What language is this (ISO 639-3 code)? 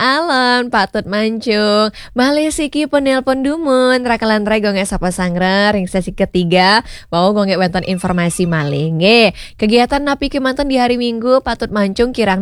ban